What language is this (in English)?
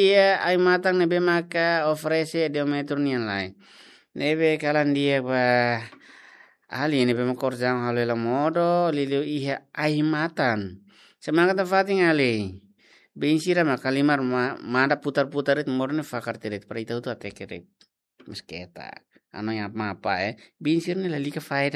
Tetum